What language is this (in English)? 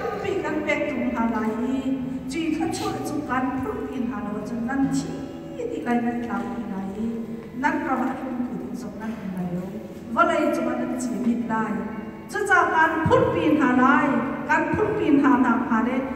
Hakha Chin